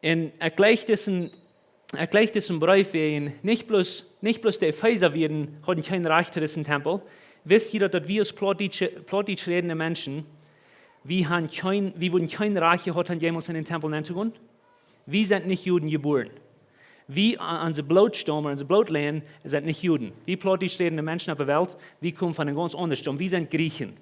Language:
Plautdietsch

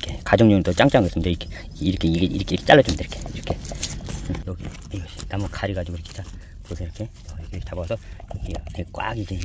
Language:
Korean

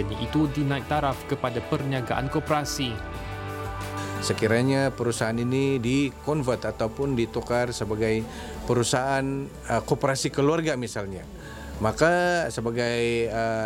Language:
Malay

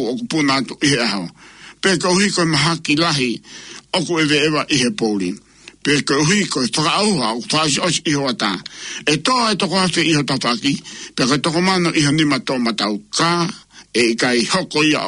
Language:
Tongan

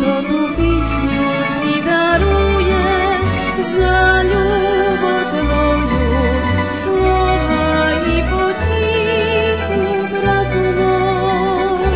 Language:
Rusyn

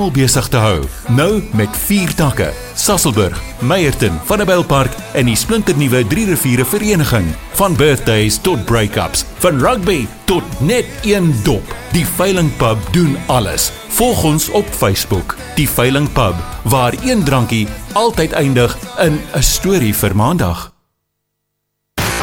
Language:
Afrikaans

